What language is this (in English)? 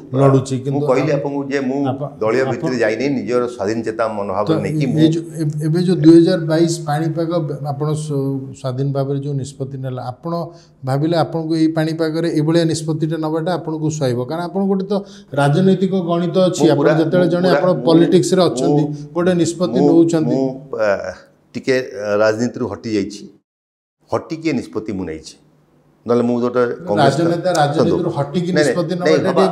Odia